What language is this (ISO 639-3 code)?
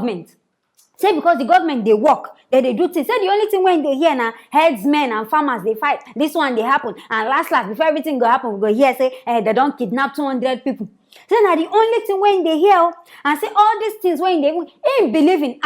pcm